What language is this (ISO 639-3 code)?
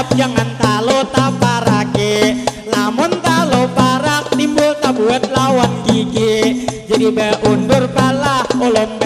bjn